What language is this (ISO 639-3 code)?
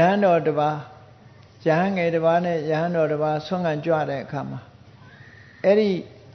mya